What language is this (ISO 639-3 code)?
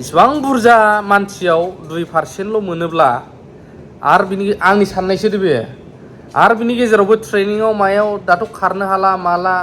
brx